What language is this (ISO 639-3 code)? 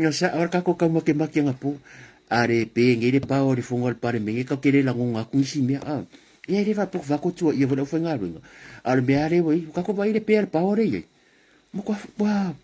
smo